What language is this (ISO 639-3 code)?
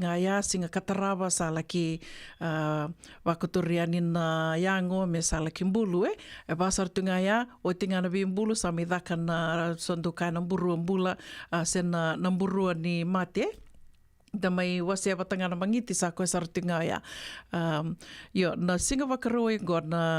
fij